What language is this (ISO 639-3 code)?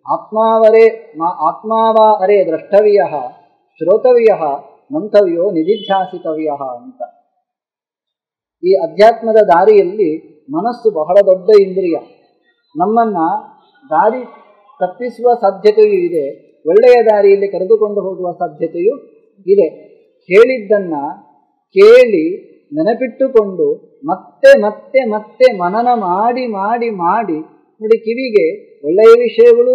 kan